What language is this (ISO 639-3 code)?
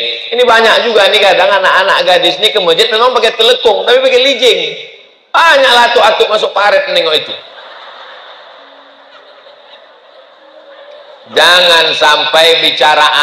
ind